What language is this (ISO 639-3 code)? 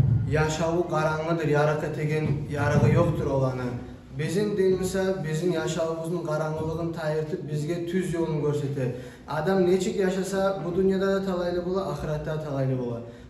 kum